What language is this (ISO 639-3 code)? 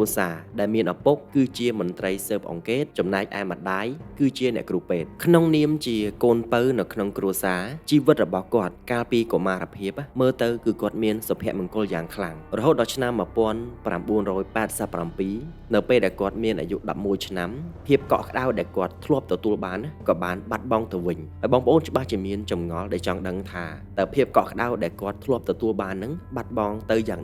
khm